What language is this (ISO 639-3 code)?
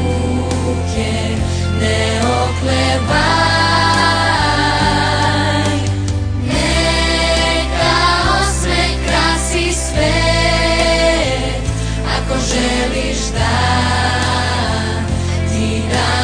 srp